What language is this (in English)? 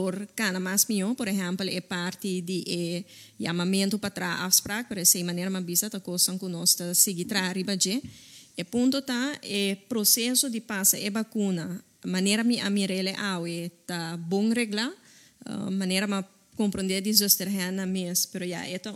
Papiamento